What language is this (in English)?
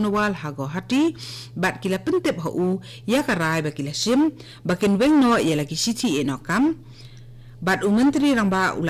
Khasi